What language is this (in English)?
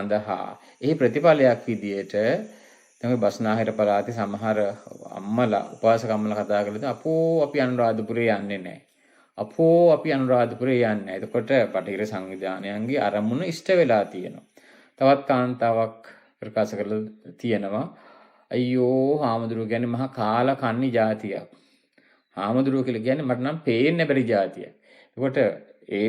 Sinhala